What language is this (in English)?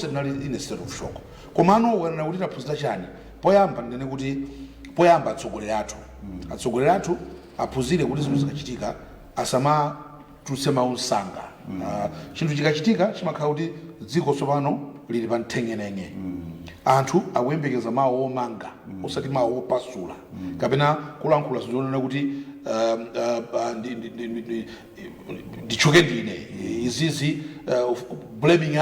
Nyanja